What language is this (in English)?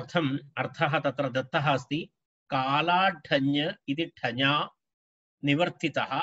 Sanskrit